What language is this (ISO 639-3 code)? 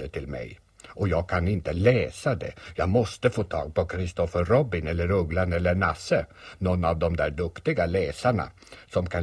swe